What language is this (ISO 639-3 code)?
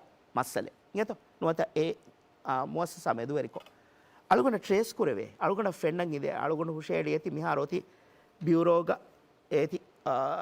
div